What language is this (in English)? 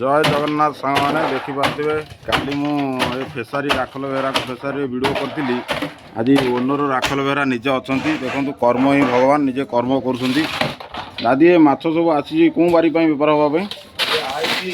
Odia